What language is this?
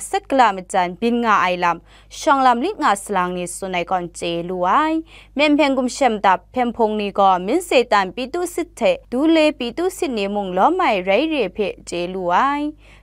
Kachin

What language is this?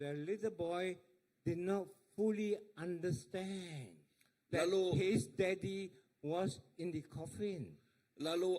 Iban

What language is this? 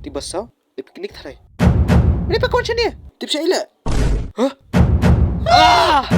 Khasi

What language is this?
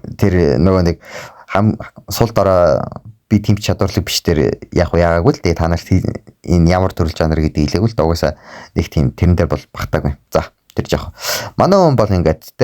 Mongolian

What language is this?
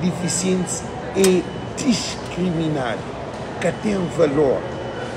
Kabuverdianu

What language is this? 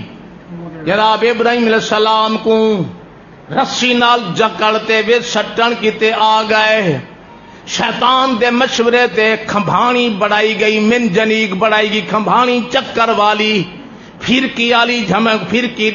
Saraiki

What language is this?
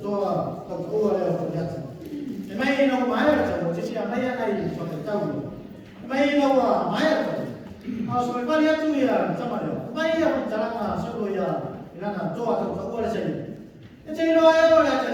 Samoan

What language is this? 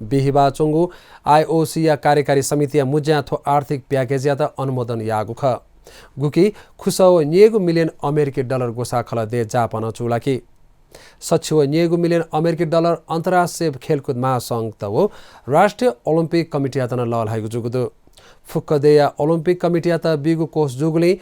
Newari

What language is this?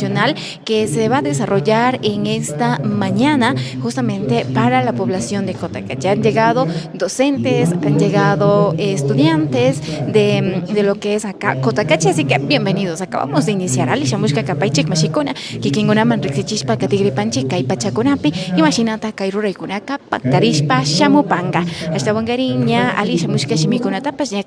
Imbabura Highland Quichua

